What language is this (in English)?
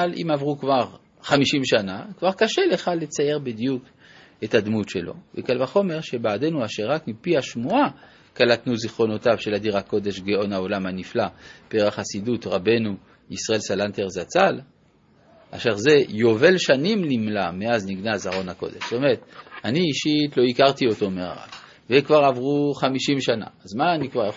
Hebrew